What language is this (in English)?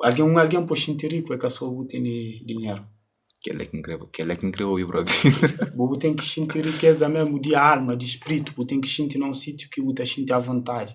Kabuverdianu